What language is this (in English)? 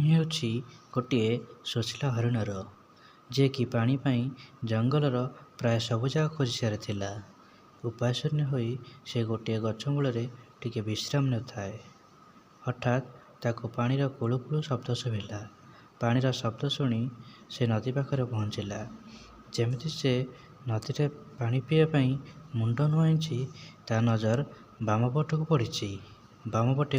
Odia